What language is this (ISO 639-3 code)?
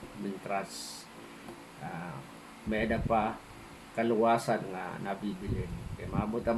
war